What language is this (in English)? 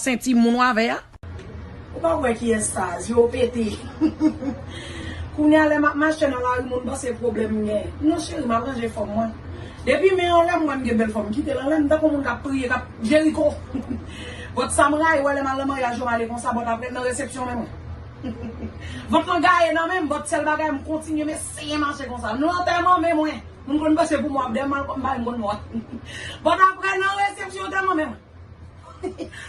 Haitian Creole